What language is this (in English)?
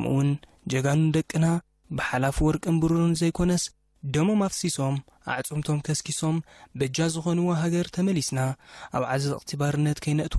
Tigrinya